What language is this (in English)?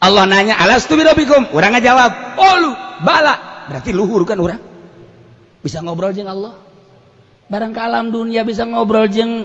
Sundanese